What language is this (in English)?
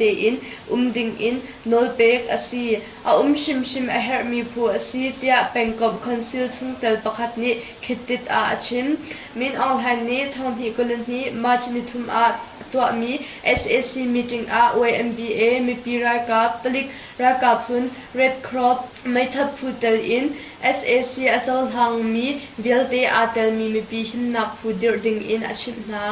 Hakha Chin